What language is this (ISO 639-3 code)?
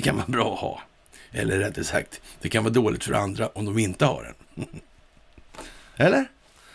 swe